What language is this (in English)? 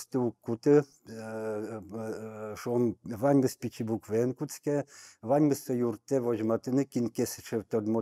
Udmurt